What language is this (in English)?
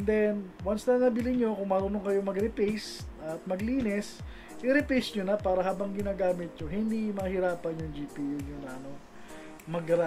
Filipino